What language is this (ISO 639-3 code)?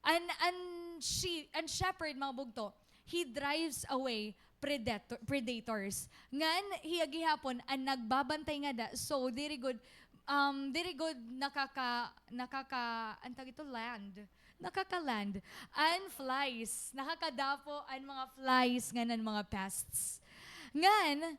war